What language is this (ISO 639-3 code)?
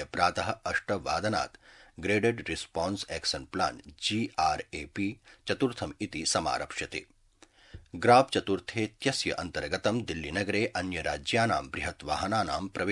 san